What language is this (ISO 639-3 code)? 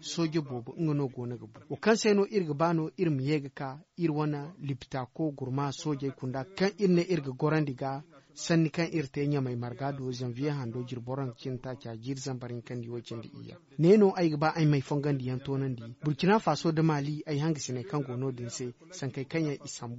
dje